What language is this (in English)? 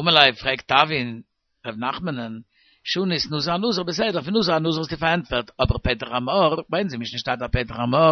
Yiddish